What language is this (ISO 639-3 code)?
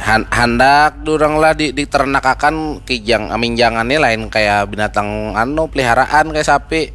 bjn